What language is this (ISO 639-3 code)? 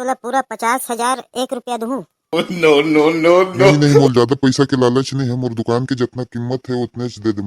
hne